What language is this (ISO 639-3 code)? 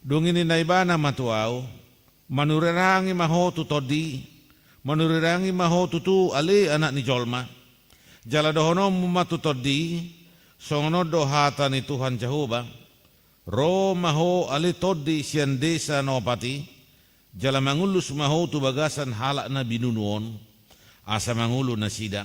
bbc